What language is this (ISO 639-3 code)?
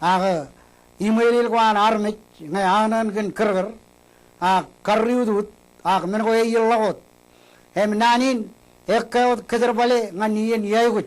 mah